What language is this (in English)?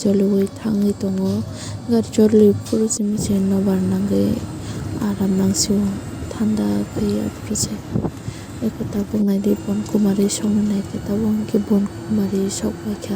Kok Borok